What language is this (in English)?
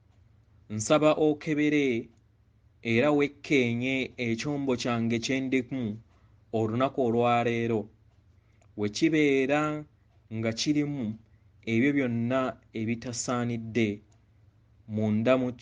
Ganda